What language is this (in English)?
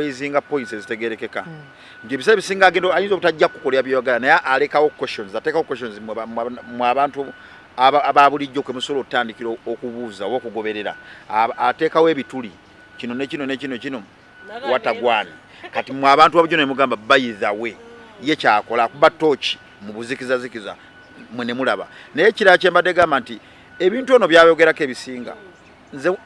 Ganda